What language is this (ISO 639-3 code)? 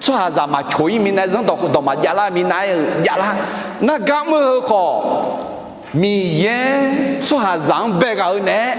ahk